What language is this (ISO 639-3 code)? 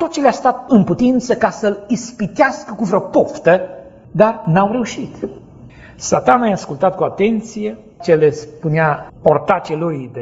ron